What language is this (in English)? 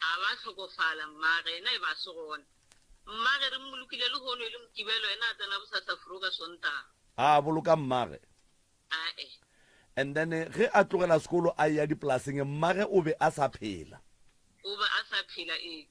Northern Sotho